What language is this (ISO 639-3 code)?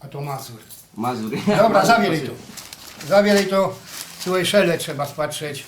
szl